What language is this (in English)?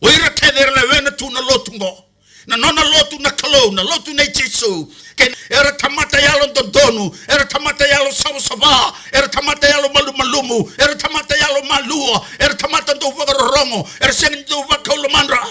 Fijian